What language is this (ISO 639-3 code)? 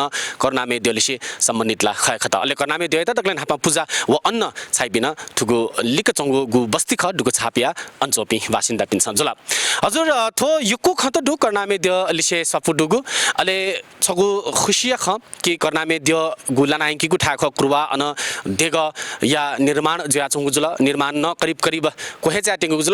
new